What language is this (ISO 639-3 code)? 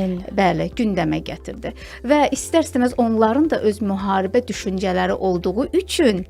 aze